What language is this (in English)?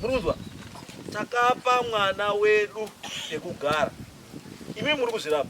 Shona